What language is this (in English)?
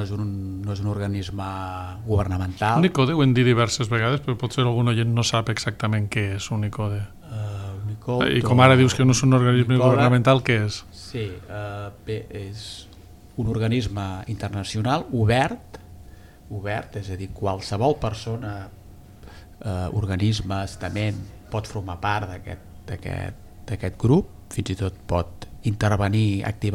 Catalan